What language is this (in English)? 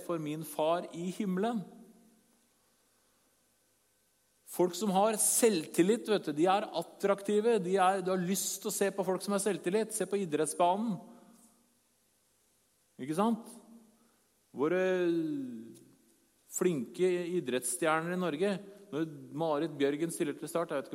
Norwegian